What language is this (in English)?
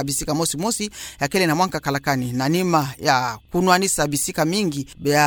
Kituba (Democratic Republic of Congo)